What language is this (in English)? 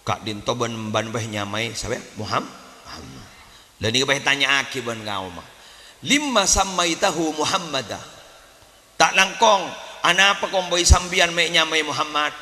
Madurese